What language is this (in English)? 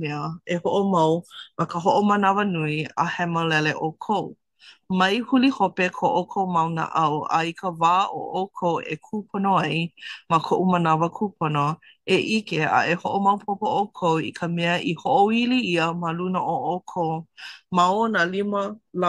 Hawaiian